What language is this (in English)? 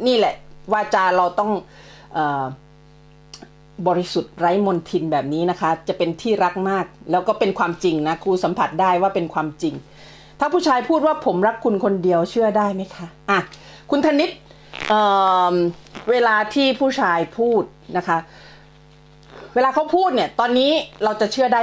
Thai